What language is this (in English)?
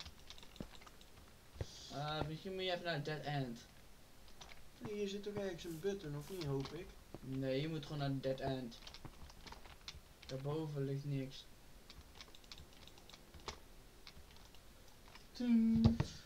Dutch